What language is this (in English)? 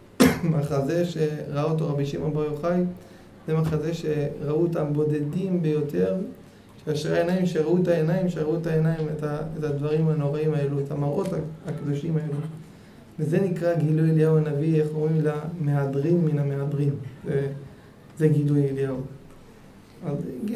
Hebrew